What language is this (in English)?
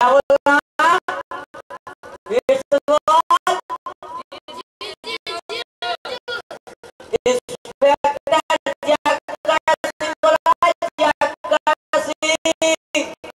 Hindi